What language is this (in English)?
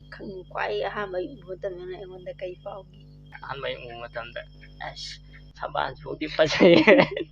Manipuri